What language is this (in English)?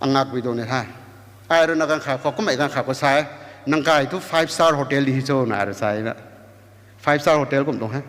Rongmei Naga